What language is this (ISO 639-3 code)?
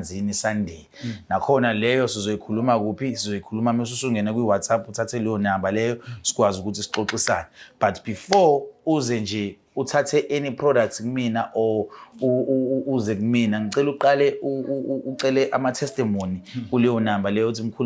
zul